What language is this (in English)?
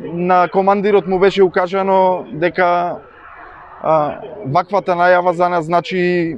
Macedonian